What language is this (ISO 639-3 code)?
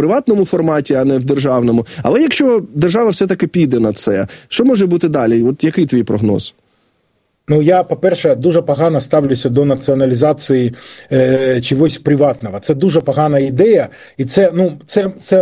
ukr